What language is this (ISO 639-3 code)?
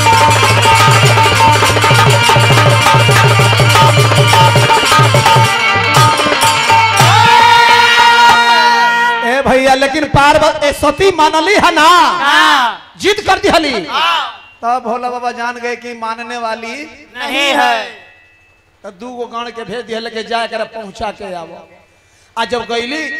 bho